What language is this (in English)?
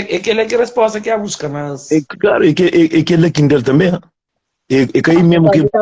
Kabuverdianu